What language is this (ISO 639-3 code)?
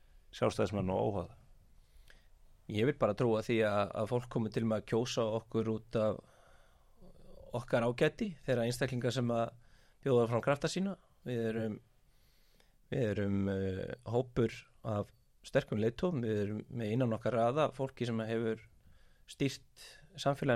isl